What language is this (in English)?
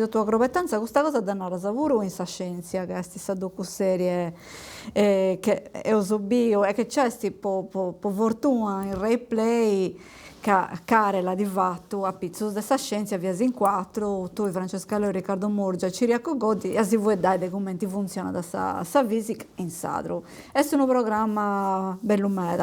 Sardinian